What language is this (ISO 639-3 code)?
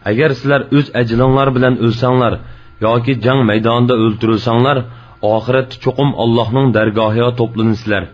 uig